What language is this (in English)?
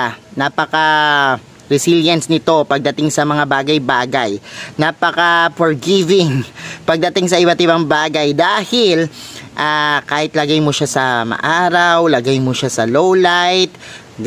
Filipino